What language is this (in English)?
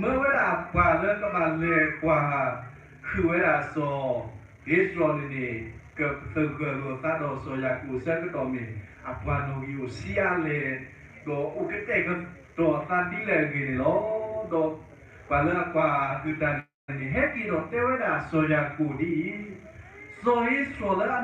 S'gaw Karen